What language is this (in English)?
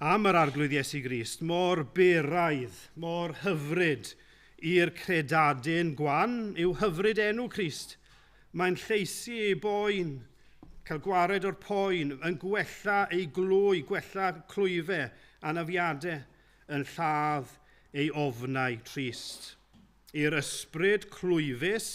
Welsh